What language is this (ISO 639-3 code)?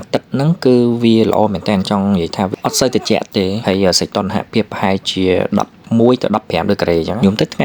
khm